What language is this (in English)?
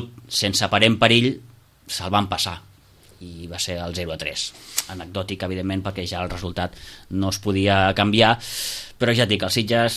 Catalan